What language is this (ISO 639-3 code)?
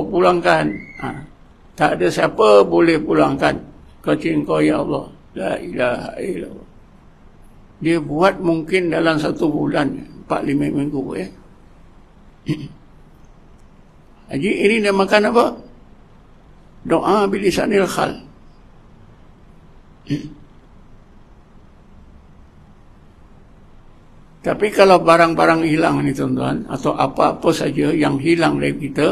msa